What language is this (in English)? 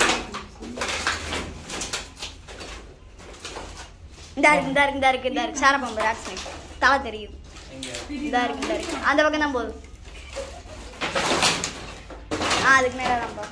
Tamil